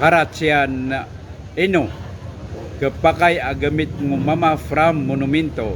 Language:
Maranao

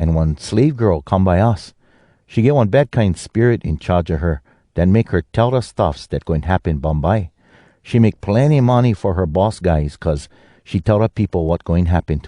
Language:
Hawai'i Creole English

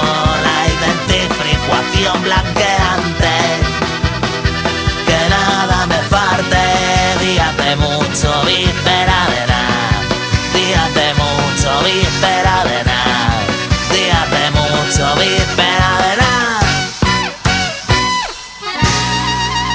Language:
Basque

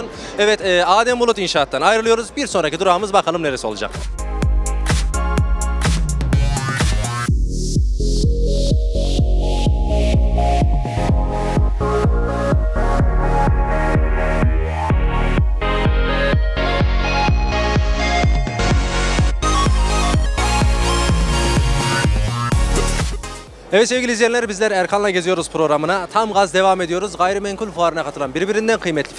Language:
Turkish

